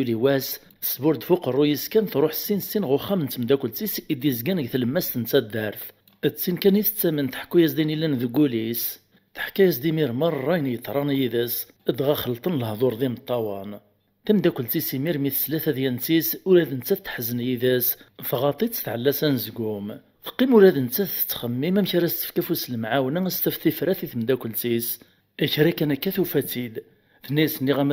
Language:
Kabyle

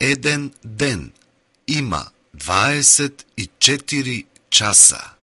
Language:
Macedonian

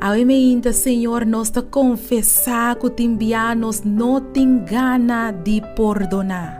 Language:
Papiamento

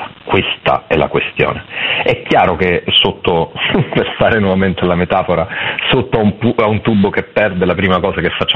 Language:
Italian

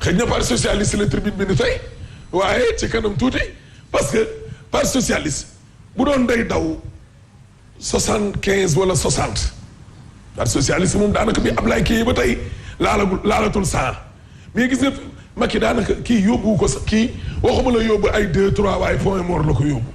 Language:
Wolof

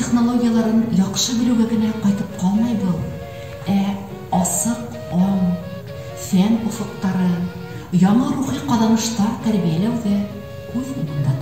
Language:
Bashkir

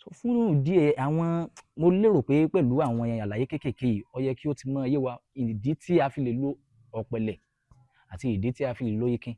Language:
Yoruba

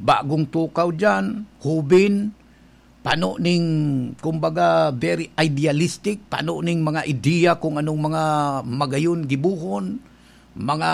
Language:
Bikol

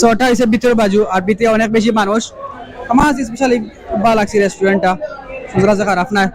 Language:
Sylheti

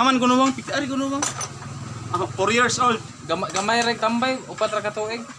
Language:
Cebuano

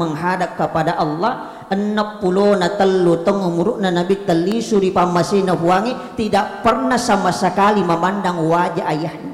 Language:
Buginese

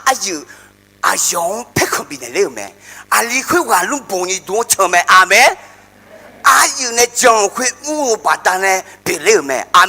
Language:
Akha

